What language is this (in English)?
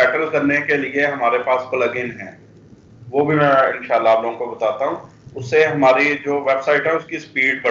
Hindi